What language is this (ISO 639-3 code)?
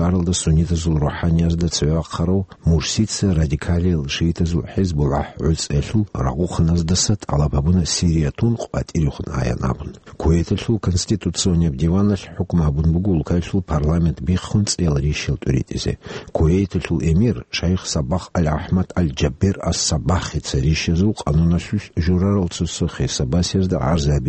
ava